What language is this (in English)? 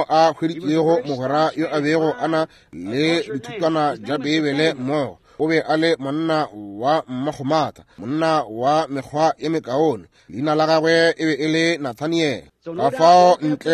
Northern Sotho